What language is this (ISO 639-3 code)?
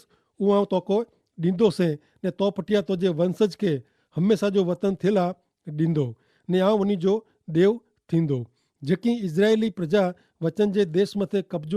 kfr